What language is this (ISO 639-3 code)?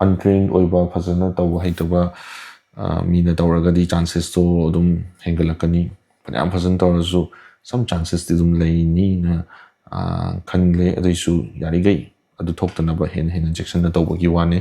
mni